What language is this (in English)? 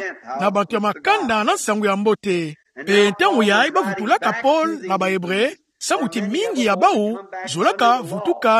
Kituba (Democratic Republic of Congo)